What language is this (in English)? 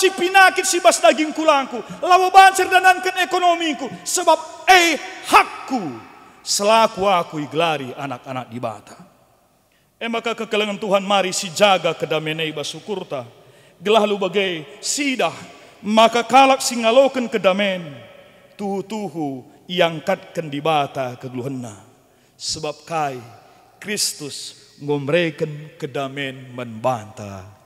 Batak Karo